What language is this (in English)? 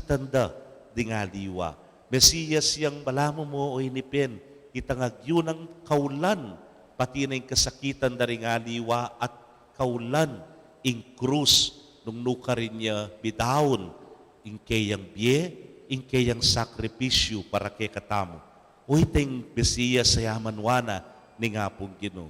Pampanga